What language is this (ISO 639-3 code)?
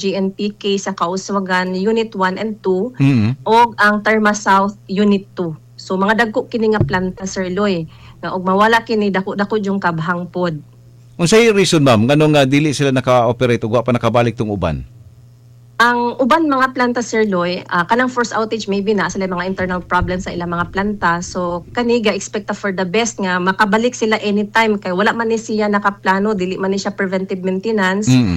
ceb